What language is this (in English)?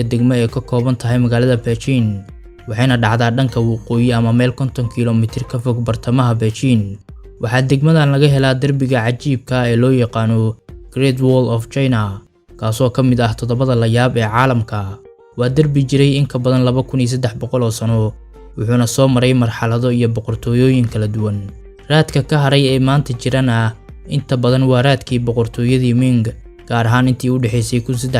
Somali